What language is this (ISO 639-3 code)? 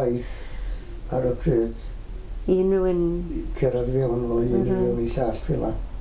cym